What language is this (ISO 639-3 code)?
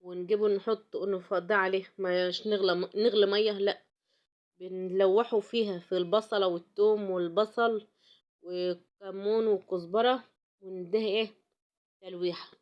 arz